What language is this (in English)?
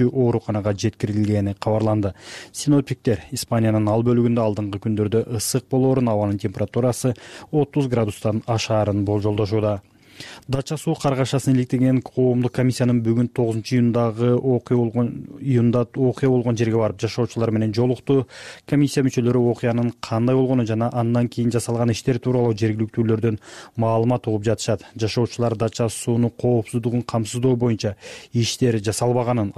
Kyrgyz